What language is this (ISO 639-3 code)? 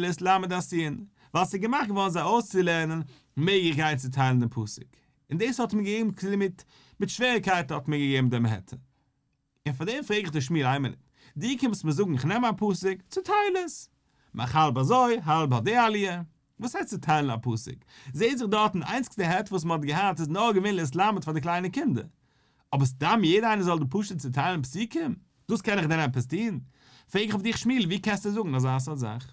yid